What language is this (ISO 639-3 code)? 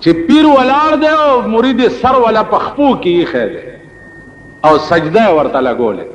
pus